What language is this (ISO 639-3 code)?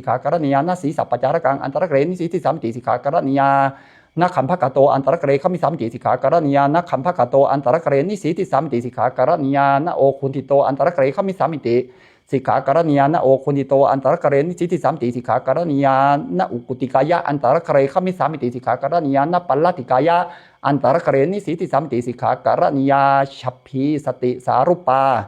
pli